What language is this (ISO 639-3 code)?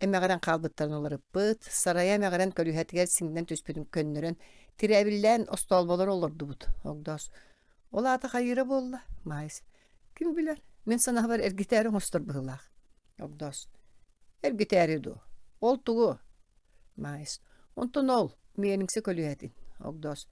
sah